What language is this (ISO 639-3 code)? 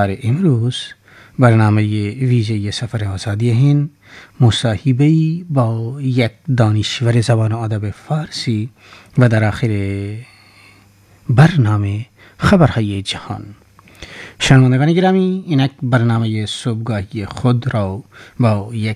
fas